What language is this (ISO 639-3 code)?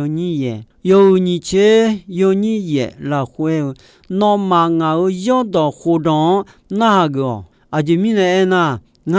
ahk